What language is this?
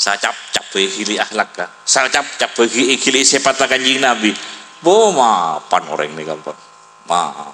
Madurese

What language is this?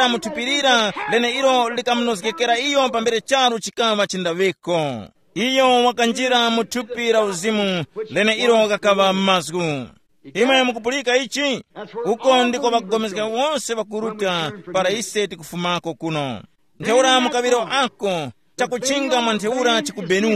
Tumbuka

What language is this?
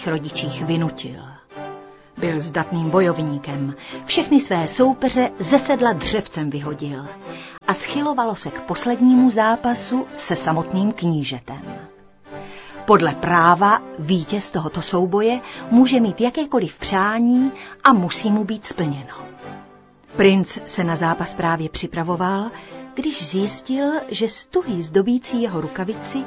Czech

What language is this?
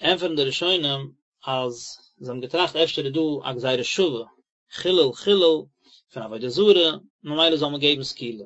Yiddish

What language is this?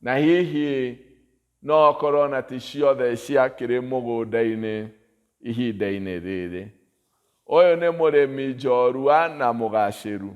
Kikuyu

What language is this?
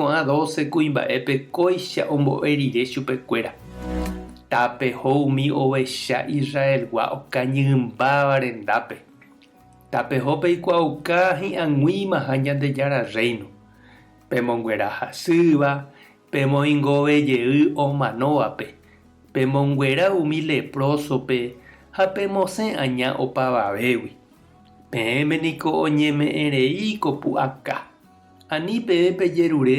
Guarani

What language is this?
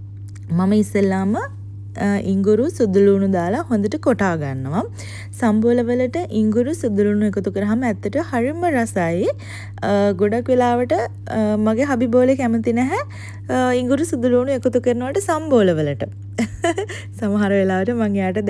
Sinhala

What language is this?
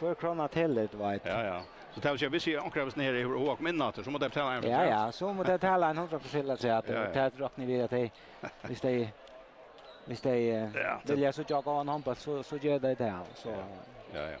Faroese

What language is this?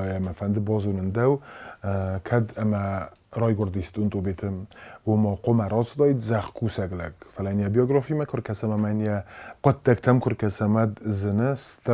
Ossetic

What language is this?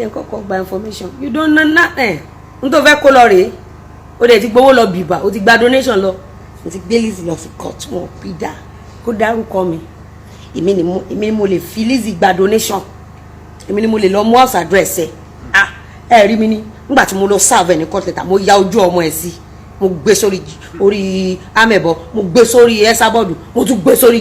Yoruba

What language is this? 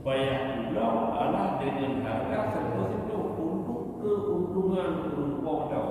Achinese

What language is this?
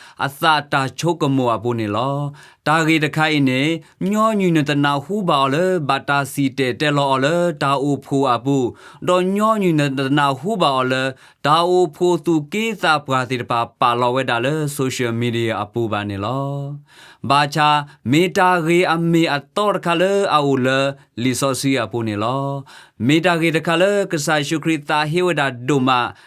S'gaw Karen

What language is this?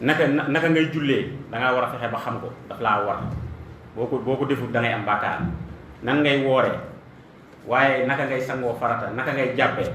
Wolof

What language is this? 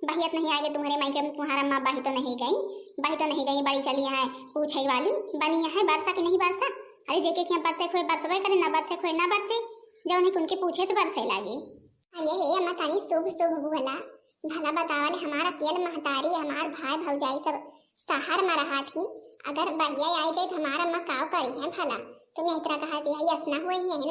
Awadhi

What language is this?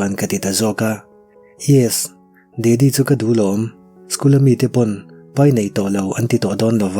Mizo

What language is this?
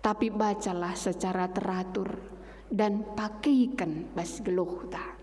Batak Karo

